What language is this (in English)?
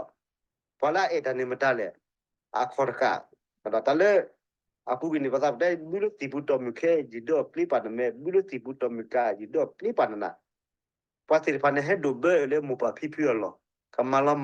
S'gaw Karen